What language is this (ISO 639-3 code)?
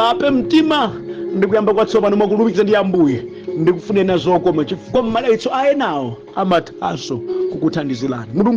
nya